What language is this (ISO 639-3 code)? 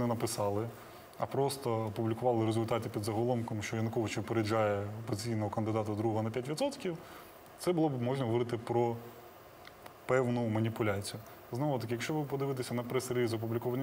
ukr